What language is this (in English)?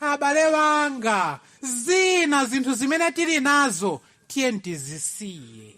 Nyanja